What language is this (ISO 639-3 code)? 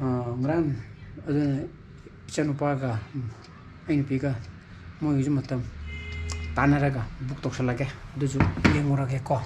mni